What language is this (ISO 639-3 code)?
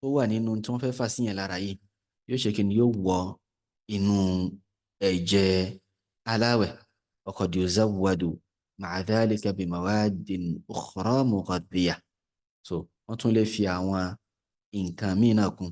yor